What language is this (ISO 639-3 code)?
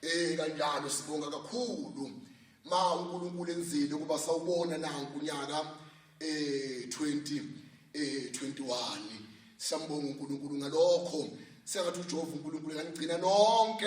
zul